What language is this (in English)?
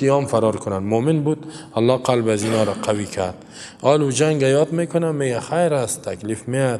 Persian